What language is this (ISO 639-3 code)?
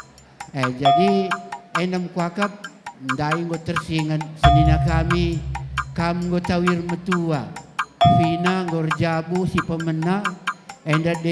btx